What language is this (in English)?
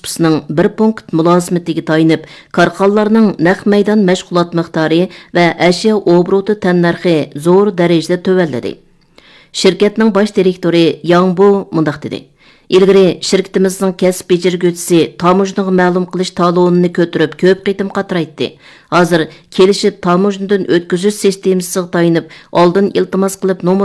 Uyghur